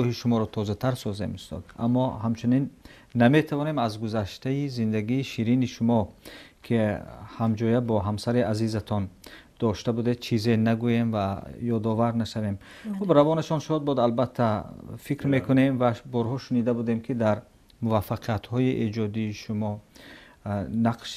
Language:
Tajik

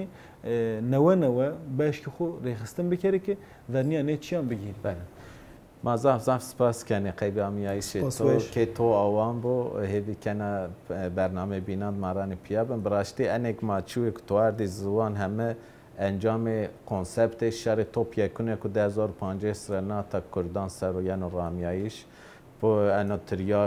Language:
Zaza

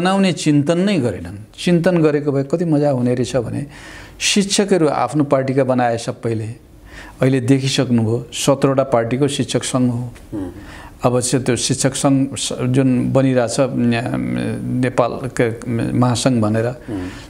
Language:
Nepali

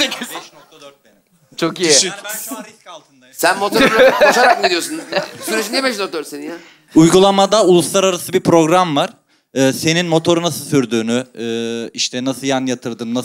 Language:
Turkish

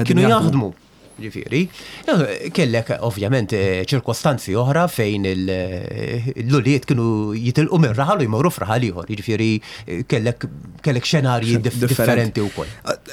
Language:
Maltese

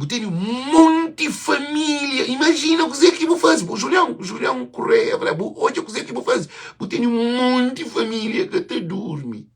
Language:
Kabuverdianu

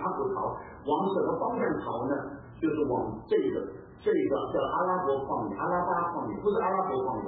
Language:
Chinese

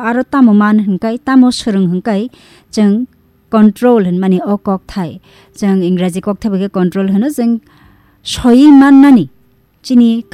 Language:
Kok Borok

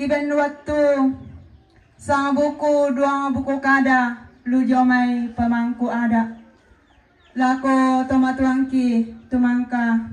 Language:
Toraja-Sa'dan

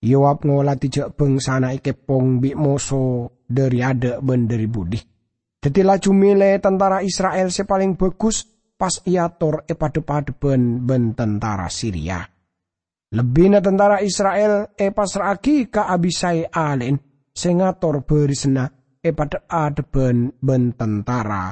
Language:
Madurese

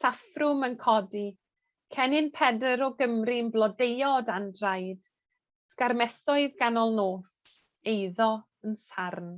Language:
Welsh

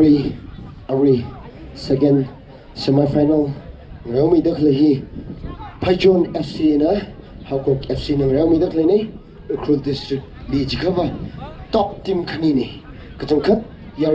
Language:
Tangkhul Naga (India)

